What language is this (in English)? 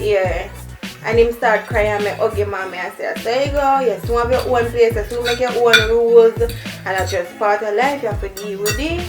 Jamaican Creole English